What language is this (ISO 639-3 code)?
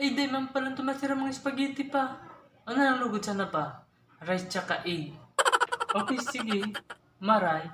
bik